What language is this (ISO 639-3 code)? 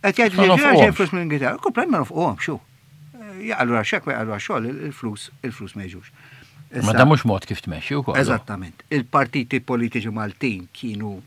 mlt